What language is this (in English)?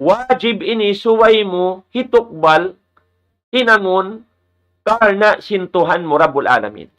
Tausug